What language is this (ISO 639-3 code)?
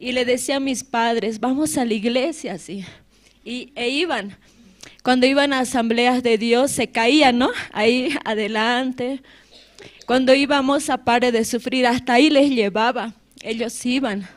aym